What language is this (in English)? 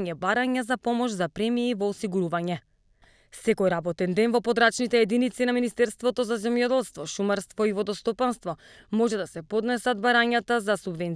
Macedonian